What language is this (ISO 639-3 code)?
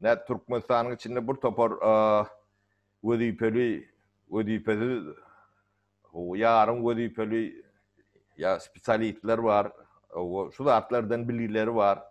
tuk